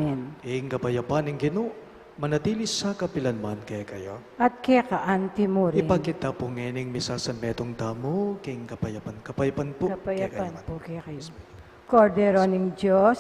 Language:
Pampanga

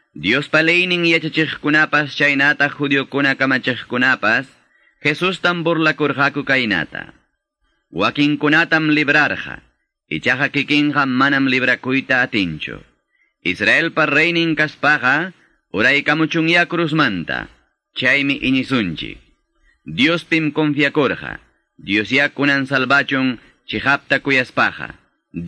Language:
Quechua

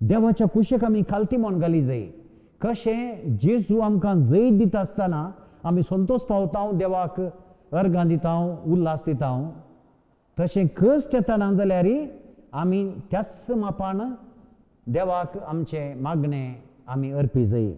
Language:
Konkani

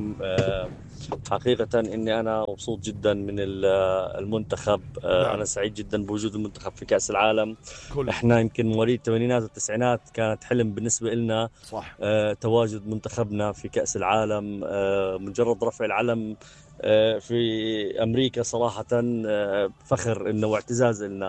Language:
North Levantine Arabic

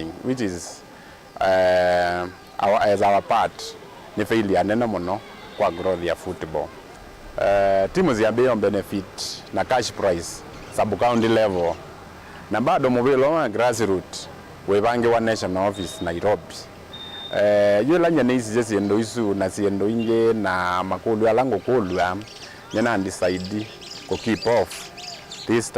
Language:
Kamba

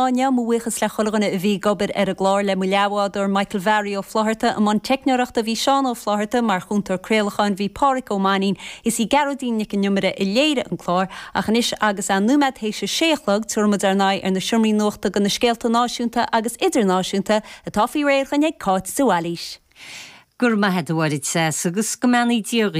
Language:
Irish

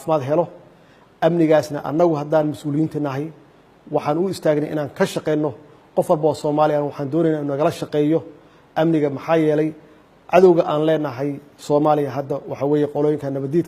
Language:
Somali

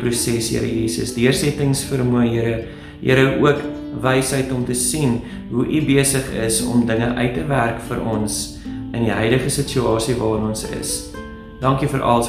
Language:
Afrikaans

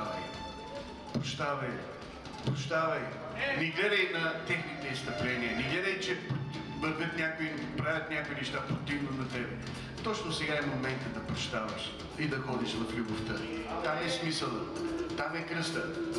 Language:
Bulgarian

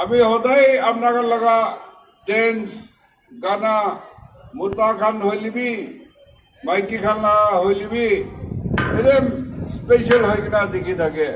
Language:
Naga Pidgin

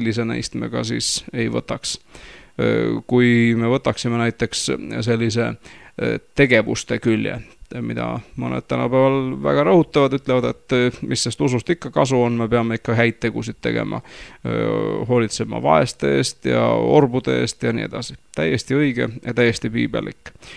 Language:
Estonian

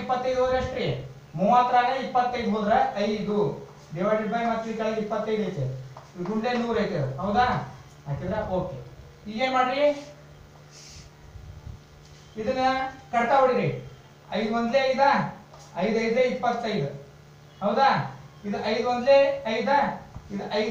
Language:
Kannada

